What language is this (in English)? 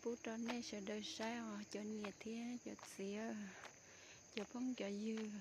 Hmong